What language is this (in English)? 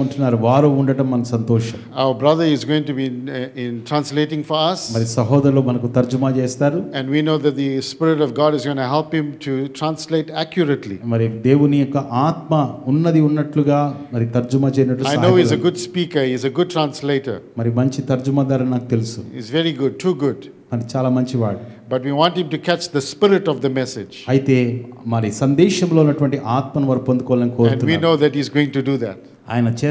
Telugu